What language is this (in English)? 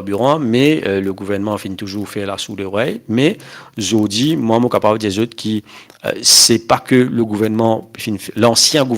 Morisyen